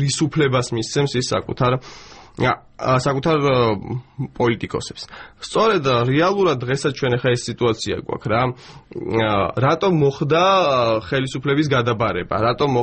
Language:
Georgian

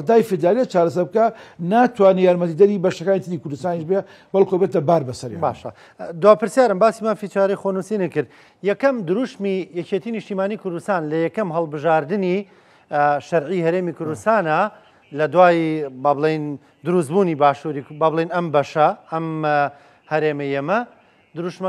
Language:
Central Kurdish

